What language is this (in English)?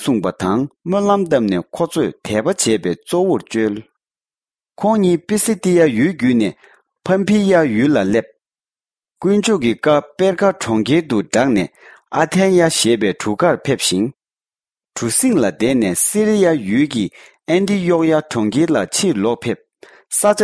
Tibetan